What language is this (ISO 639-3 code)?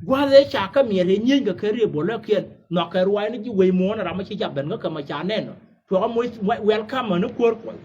nus